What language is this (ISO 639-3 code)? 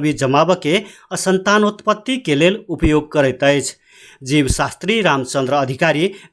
mai